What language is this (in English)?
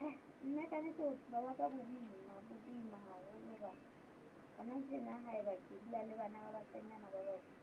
Southern Sotho